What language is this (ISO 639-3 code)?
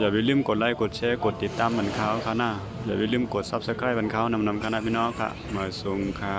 shn